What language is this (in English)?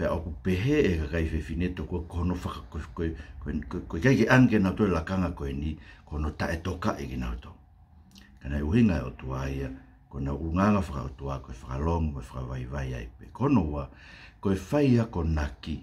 Tongan